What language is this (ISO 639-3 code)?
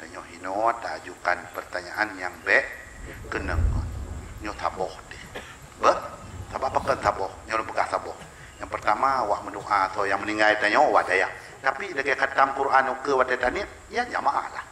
ace